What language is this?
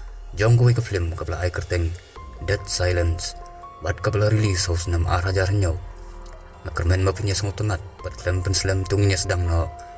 Khasi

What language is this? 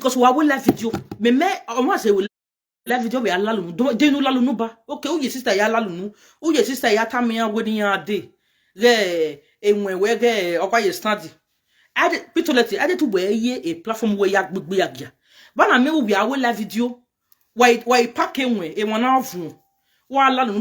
Nigerian Pidgin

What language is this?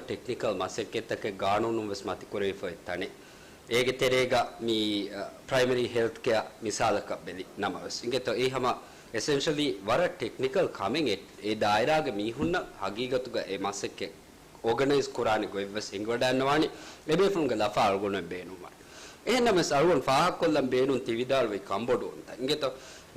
Divehi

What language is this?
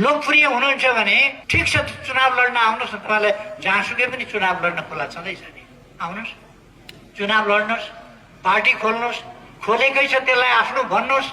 Nepali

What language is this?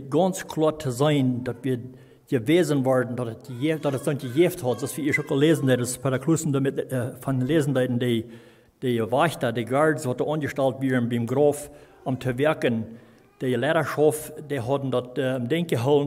Plautdietsch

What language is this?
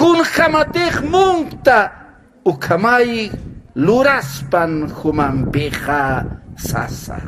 Aymara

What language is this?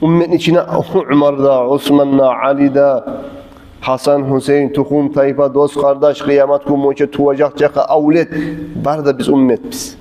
Kumyk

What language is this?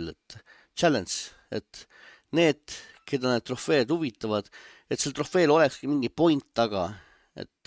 Estonian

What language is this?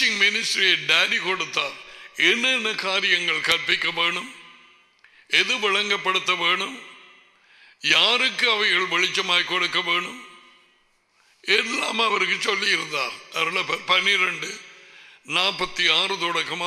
Tamil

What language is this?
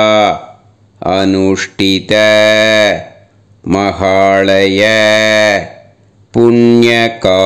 Tamil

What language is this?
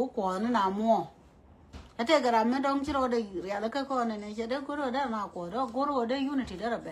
Nuer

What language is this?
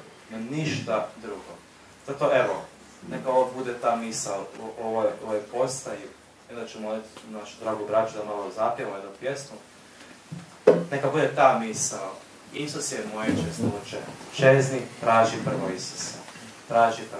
Croatian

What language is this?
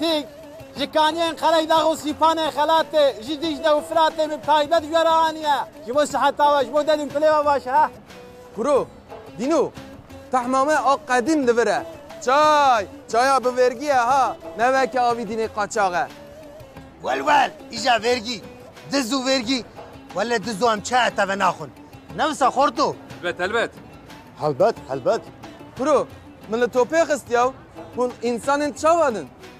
Kurdish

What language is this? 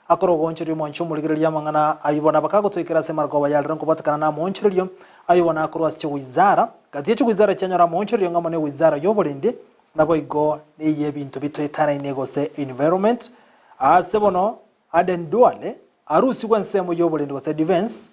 Gusii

